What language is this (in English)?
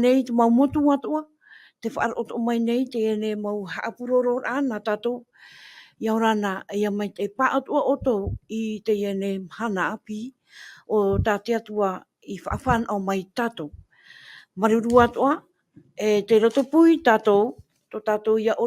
Tahitian